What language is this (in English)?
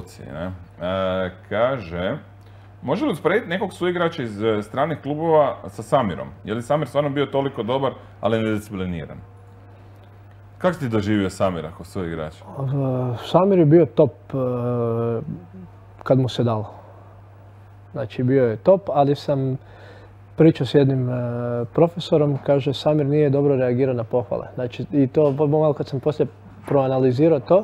Croatian